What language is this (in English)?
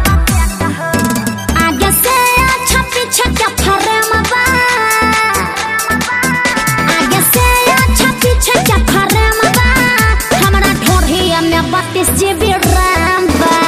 Bhojpuri